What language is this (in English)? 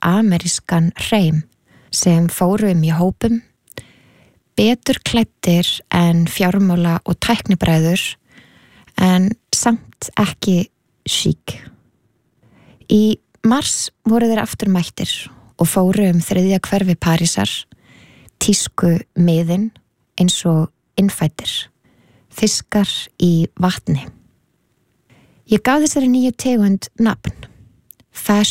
Icelandic